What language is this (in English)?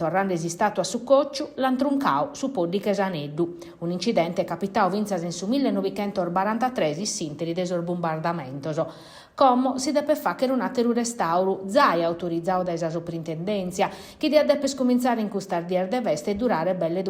Sardinian